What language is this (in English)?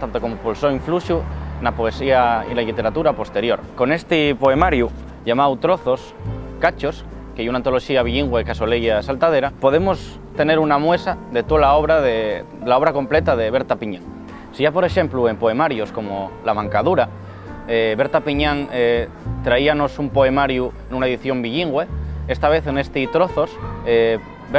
Asturian